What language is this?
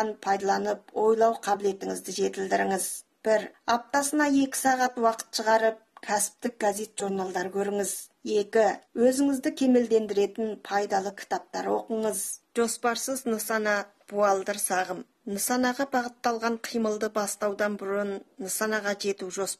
Kazakh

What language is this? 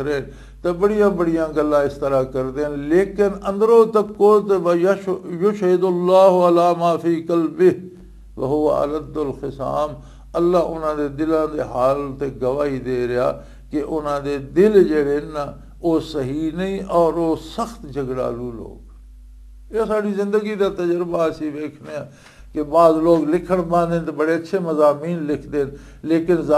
Western Panjabi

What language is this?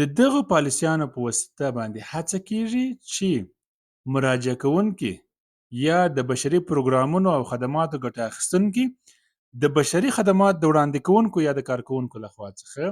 Pashto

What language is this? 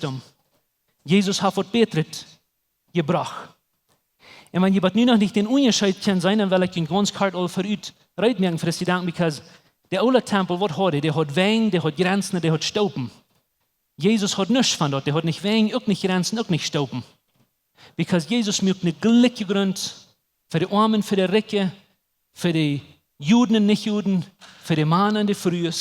Plautdietsch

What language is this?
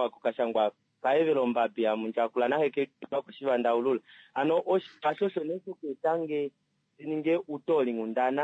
Kuanyama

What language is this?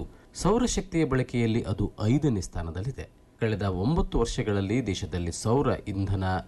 Kannada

